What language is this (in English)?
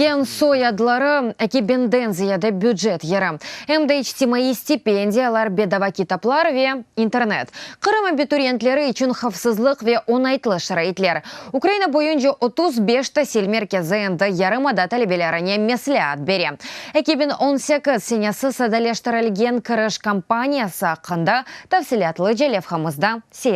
Crimean Tatar